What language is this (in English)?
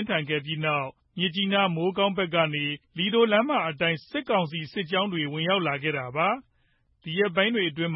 Burmese